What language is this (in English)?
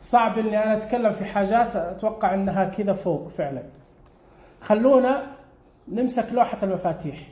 Najdi Arabic